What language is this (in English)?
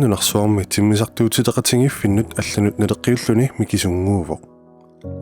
Kalaallisut